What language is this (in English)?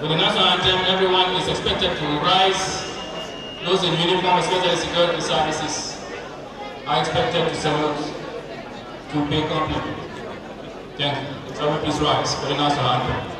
Fula